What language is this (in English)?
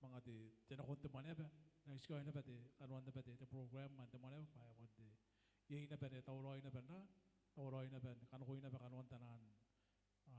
Gilbertese